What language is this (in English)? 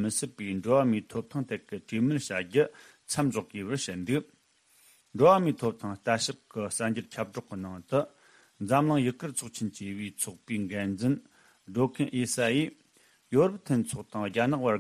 Tibetan